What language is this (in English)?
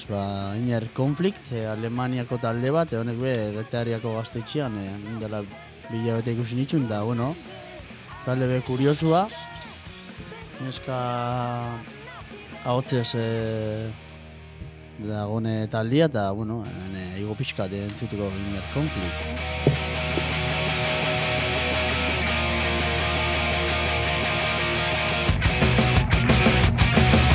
Basque